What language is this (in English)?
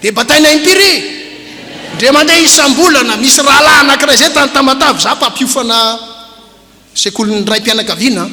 Malagasy